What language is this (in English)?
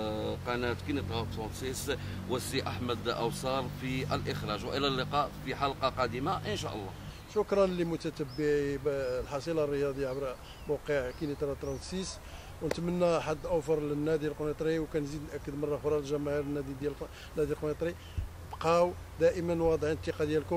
Moroccan Arabic